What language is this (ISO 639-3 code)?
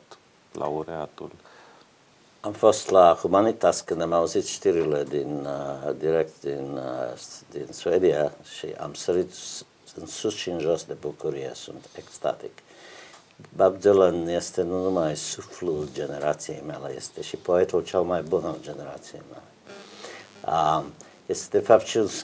ron